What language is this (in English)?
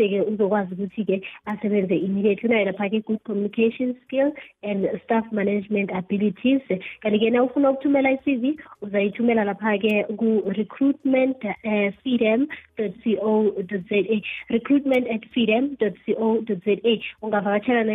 South Ndebele